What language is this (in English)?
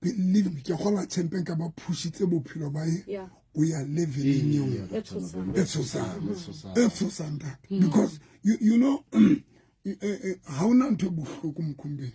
Southern Sotho